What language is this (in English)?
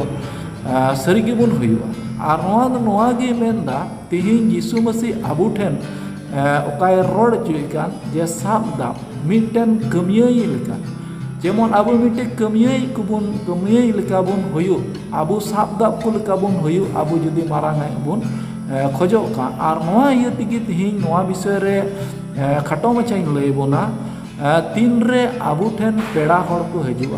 Santali